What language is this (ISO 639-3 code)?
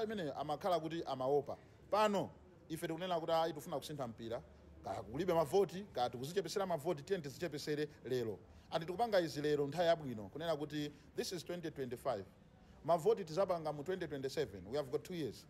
nya